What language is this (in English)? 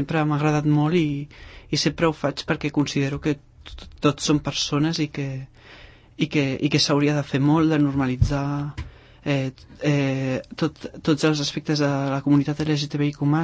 Catalan